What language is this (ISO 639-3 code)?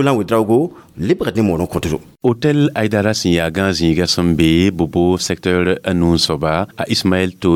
mos